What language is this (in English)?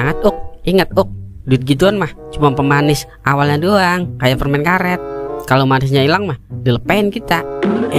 Betawi